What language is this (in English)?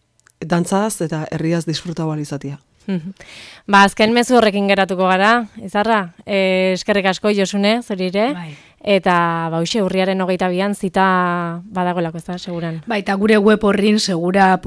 Basque